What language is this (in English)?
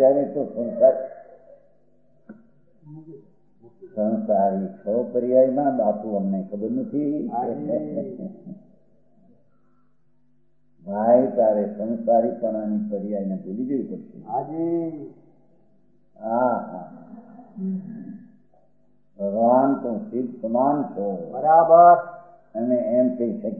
Gujarati